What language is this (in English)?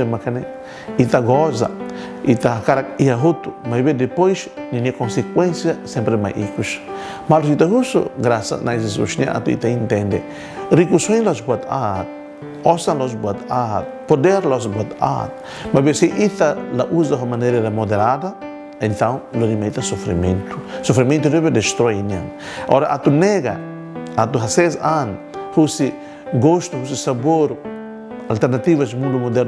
Tetum